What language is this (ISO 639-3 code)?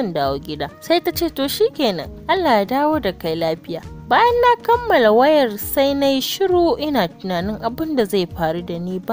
hau